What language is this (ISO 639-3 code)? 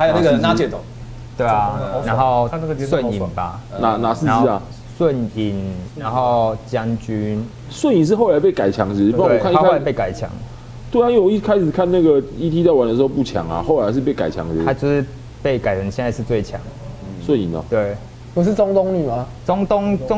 zho